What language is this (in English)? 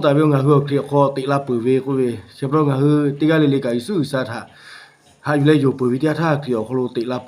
Lahu